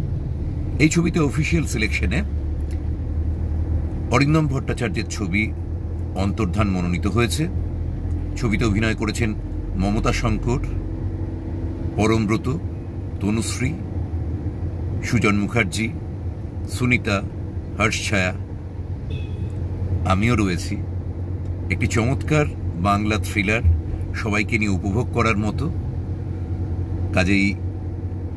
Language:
Bangla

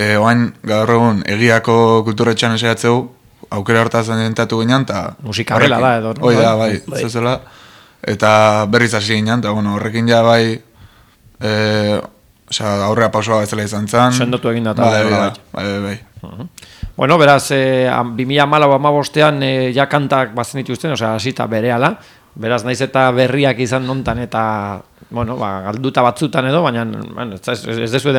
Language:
Basque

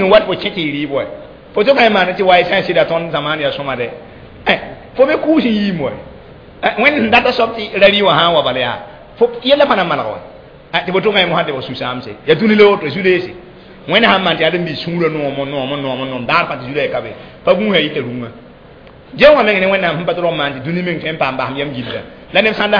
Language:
Mossi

